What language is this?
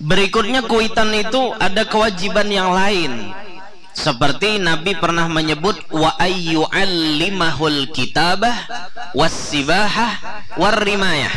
Banjar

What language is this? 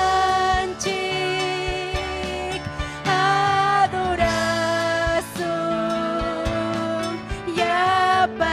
Ayacucho Quechua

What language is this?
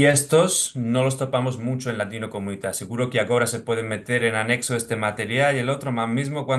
Ladino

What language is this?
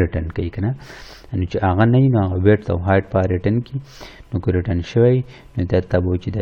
Pashto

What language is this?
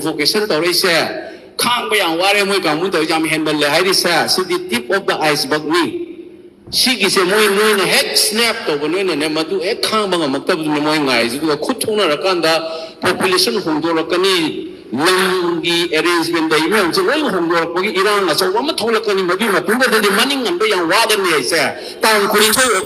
Manipuri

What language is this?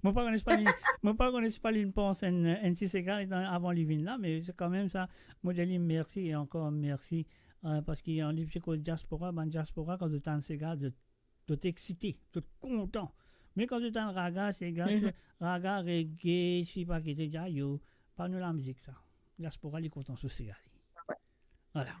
Morisyen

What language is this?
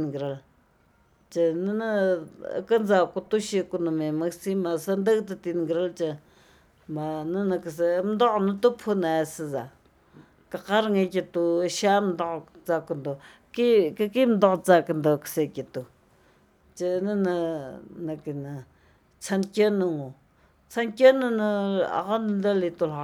Latvian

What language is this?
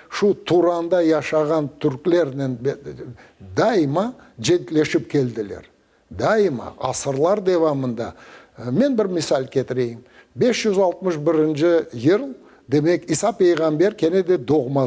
Crimean Tatar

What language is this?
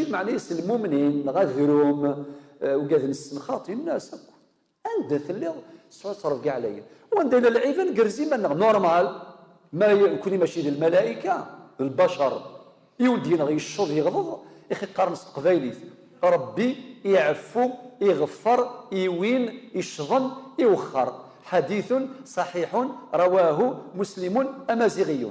Kabyle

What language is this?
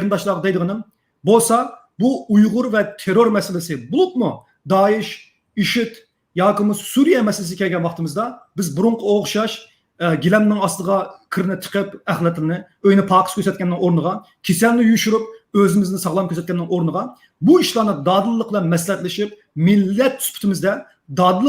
Uyghur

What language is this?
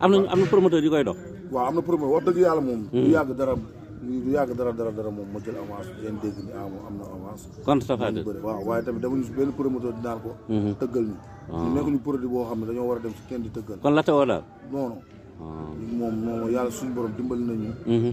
Wolof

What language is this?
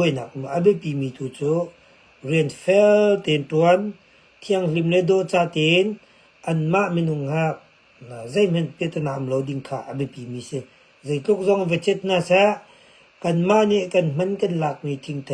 Hakha Chin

